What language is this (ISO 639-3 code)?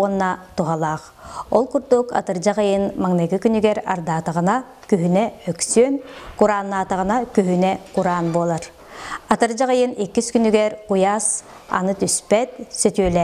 sah